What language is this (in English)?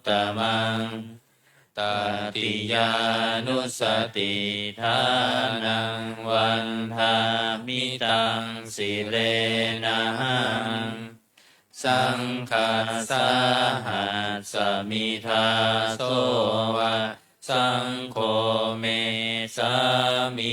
Pali